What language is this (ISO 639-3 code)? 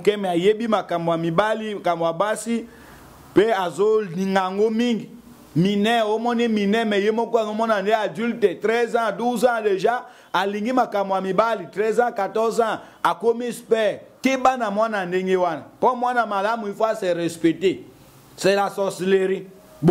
lin